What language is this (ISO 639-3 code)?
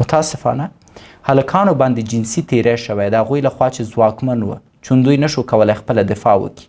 pus